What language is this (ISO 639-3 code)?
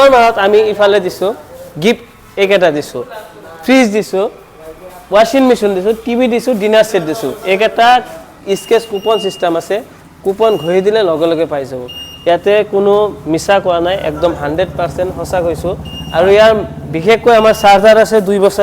asm